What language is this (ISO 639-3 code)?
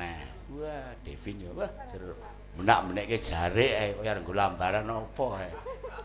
jav